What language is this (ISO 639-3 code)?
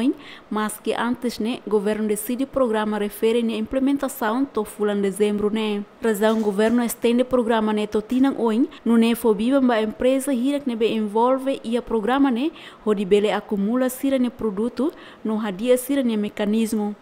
tet